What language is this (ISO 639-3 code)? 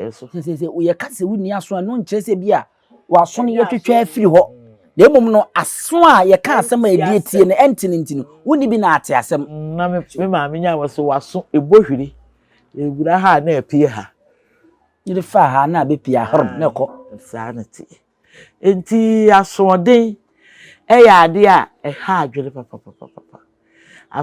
aka